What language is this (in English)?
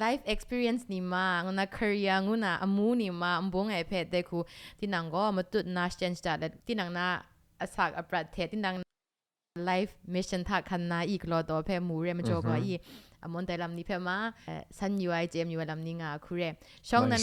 Kachin